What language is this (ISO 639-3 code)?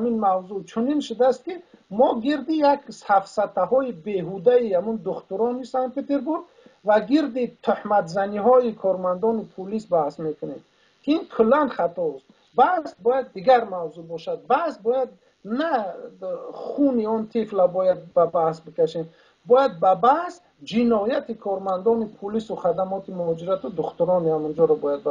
tgk